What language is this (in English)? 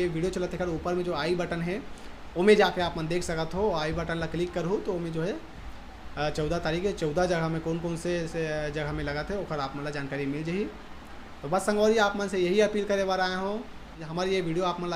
Chhattisgarhi